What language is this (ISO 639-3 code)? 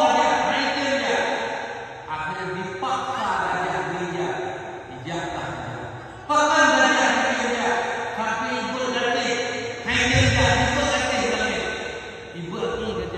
ace